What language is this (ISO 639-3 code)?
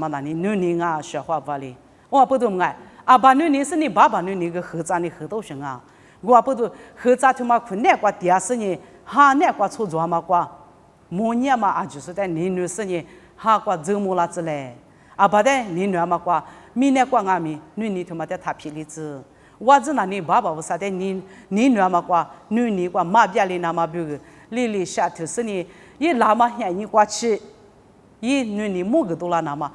lis